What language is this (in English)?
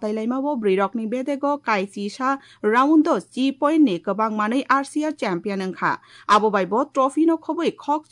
Kok Borok